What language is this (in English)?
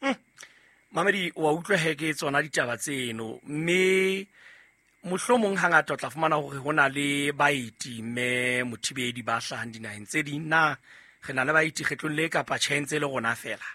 Southern Sotho